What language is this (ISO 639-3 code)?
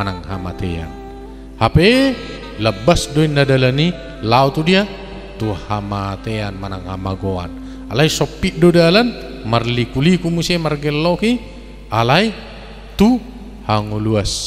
bbc